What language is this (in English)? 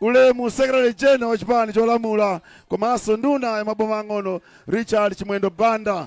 Nyanja